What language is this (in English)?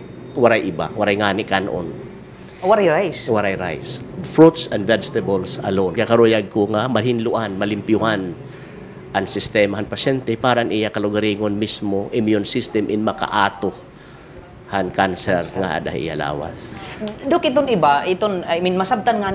Waray